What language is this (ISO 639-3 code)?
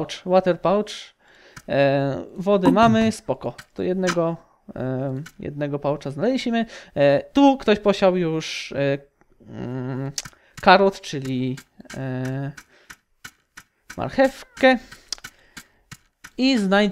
pol